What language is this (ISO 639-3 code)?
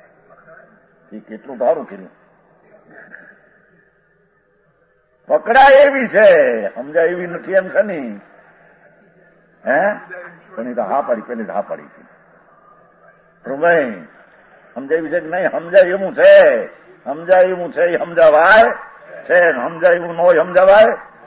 guj